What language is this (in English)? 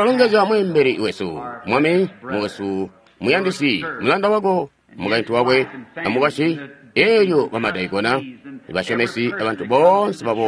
Tonga (Zambia)